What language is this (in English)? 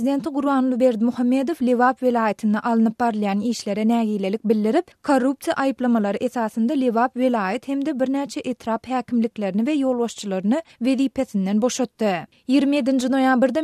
Turkmen